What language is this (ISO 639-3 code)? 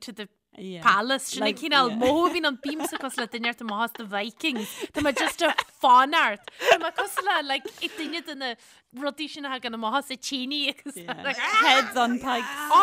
gle